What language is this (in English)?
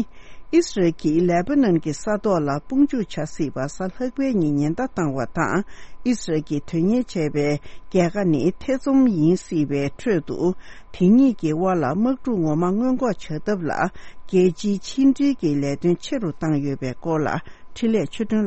Tibetan